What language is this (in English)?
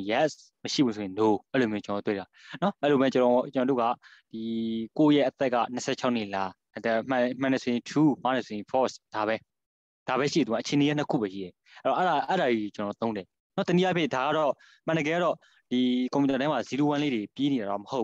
Burmese